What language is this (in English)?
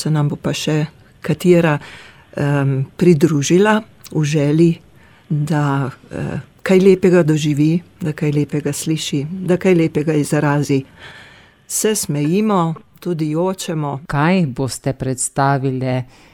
Slovenian